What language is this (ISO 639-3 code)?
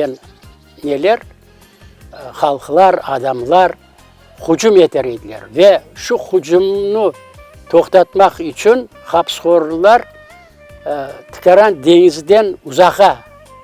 crh